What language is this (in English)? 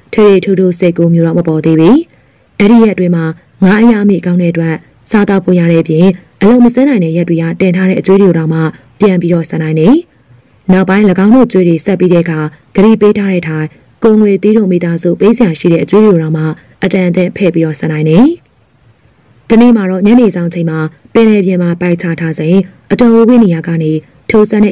Burmese